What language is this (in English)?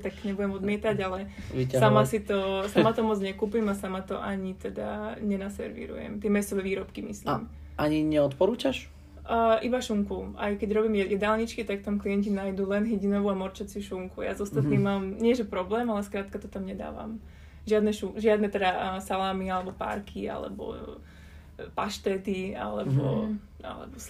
Slovak